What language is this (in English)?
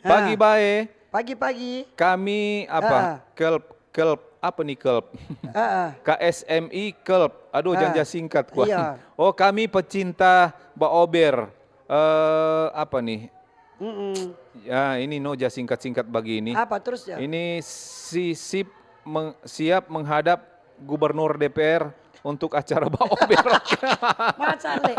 Manado Malay